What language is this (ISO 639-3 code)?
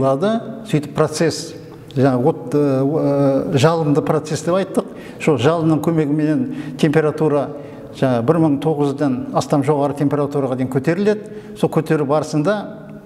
kaz